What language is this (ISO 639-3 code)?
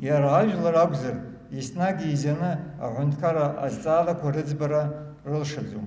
abk